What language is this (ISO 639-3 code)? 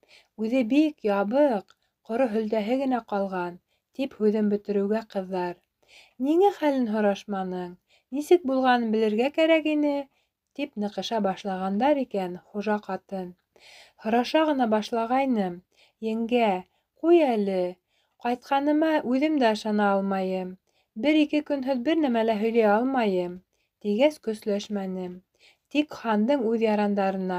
bak